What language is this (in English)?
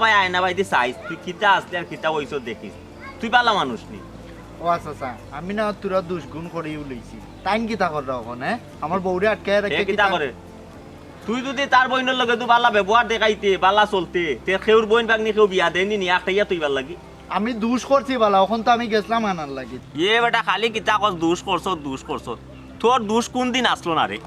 Sylheti